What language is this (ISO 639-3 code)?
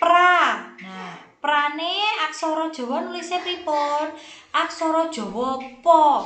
jav